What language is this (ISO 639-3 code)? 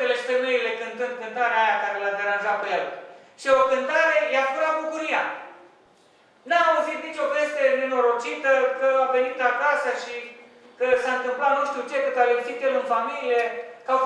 ron